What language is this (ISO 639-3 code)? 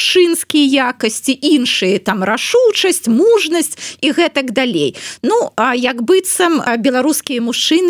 bel